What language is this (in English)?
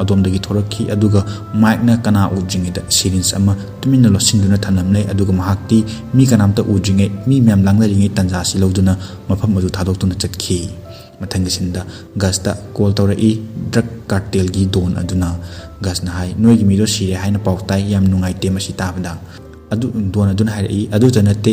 Manipuri